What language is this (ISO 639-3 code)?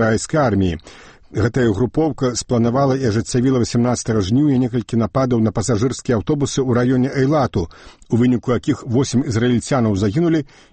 bel